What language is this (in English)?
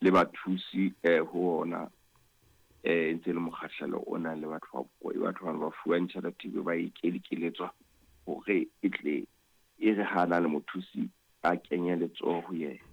Southern Sotho